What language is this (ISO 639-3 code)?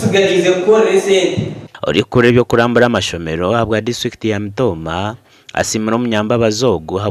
nyn